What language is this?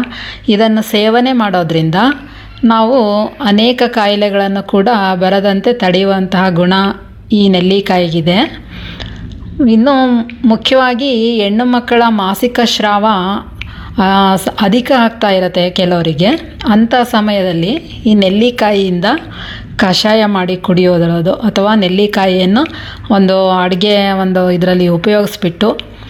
Kannada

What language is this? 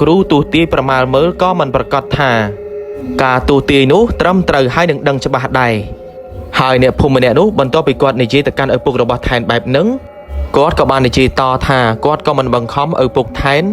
Khmer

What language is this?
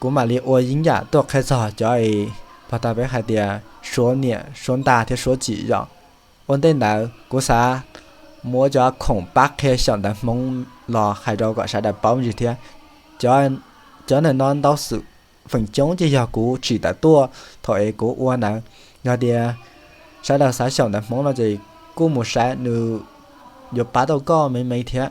Hmong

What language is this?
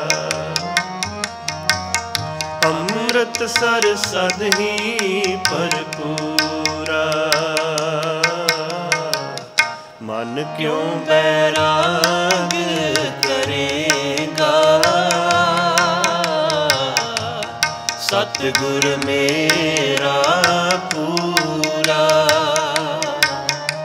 Punjabi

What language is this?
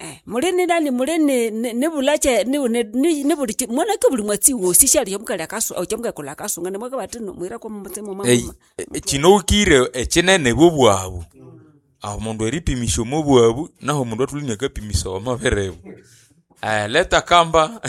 Nande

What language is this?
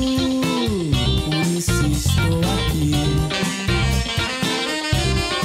Portuguese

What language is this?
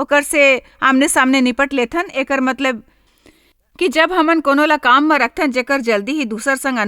Chhattisgarhi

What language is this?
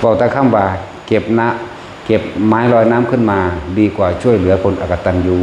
Northeastern Thai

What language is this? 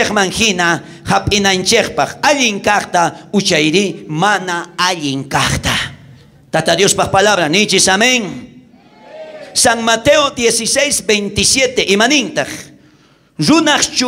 South Bolivian Quechua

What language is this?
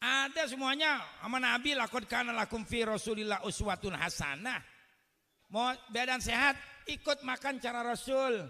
Betawi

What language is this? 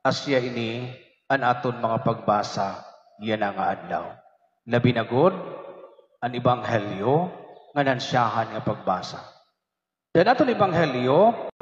Waray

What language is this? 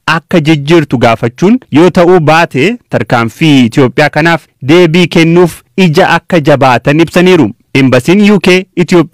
Oromo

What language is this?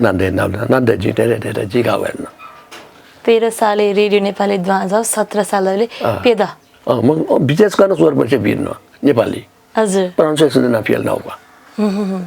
Newari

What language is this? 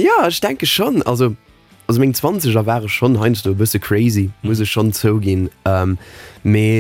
Luxembourgish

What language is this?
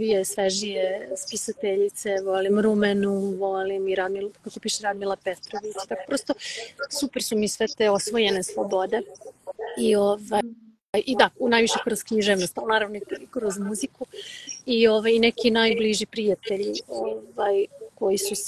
Serbian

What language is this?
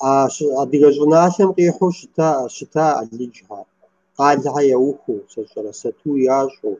Kabardian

